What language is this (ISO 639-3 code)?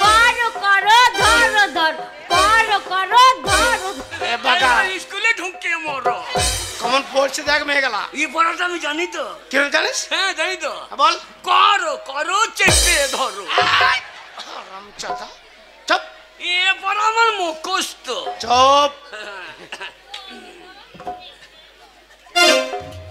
ben